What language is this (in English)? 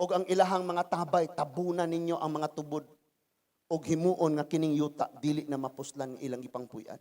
Cebuano